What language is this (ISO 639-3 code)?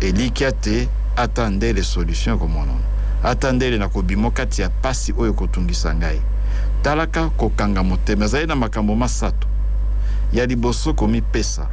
lin